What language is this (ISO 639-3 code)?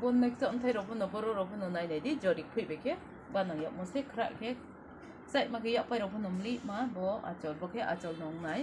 trp